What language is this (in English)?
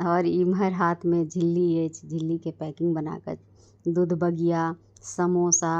Maithili